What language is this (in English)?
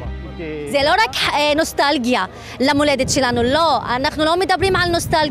Hebrew